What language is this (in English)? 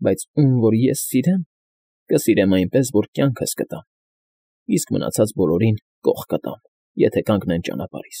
Armenian